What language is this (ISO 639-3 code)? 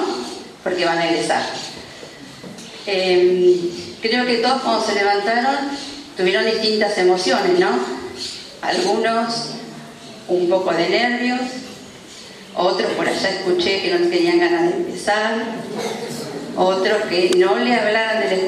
spa